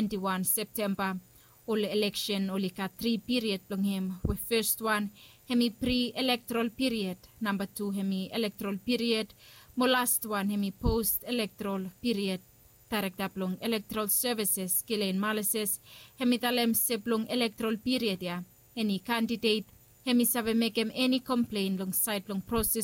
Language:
Bislama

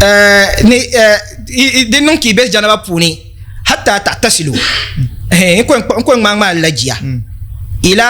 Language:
Dagbani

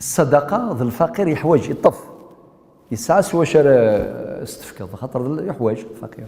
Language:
Kabyle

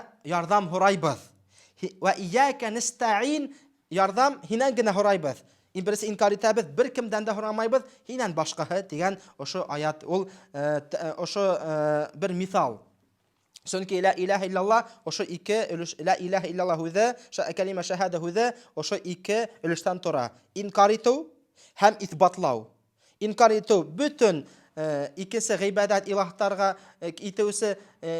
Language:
Bashkir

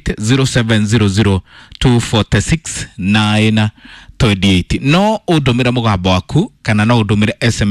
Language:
Kikuyu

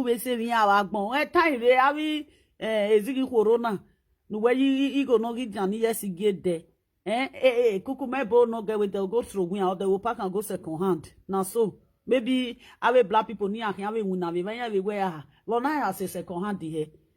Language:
Nigerian Pidgin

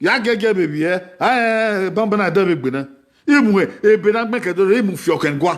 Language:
Bini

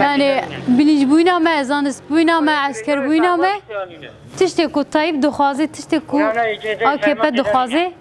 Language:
Kurdish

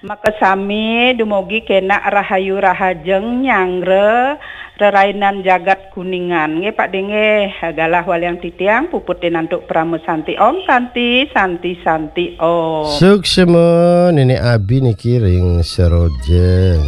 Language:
Balinese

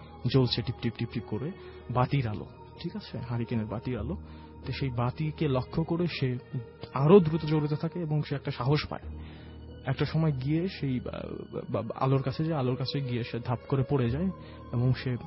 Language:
Bangla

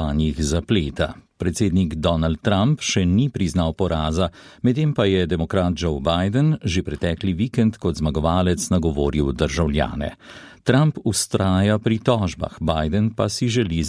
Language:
Slovenian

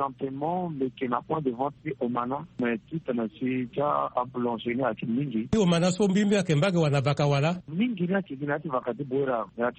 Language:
Sango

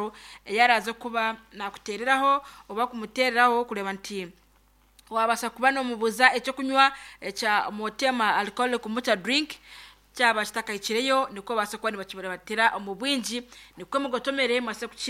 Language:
Nyankole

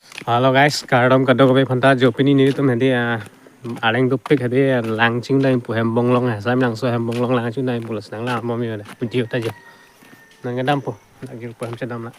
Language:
Karbi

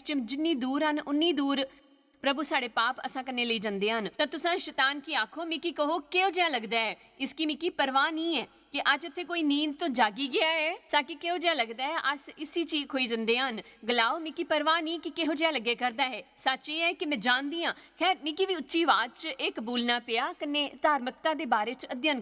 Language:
Dogri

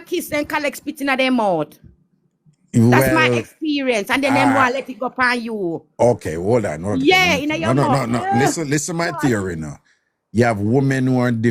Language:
Jamaican Creole English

